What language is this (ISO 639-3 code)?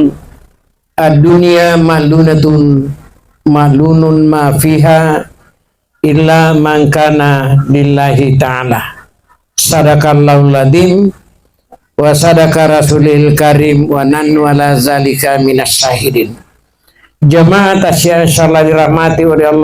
bug